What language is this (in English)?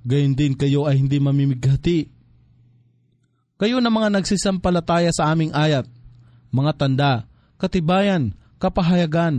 Filipino